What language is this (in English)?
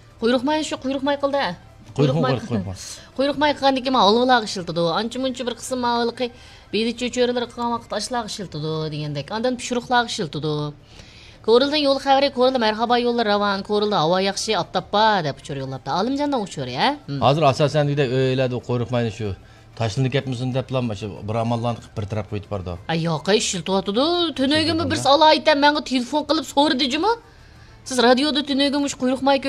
Uyghur